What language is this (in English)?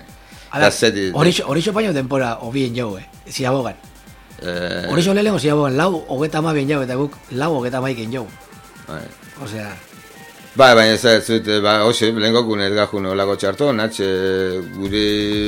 Basque